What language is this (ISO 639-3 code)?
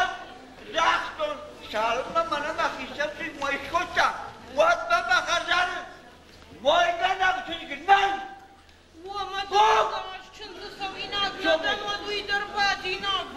oss